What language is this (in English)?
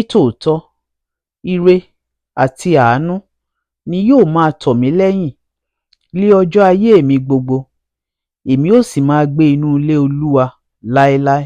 Yoruba